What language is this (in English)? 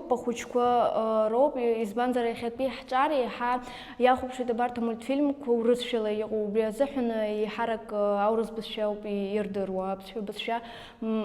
Abkhazian